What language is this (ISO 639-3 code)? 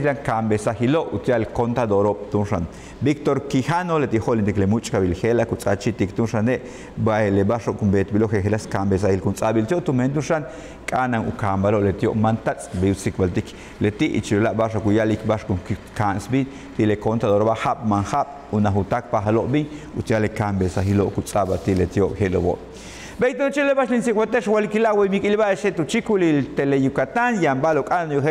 yua